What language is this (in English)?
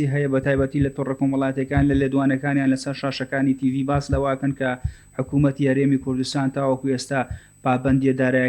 Central Kurdish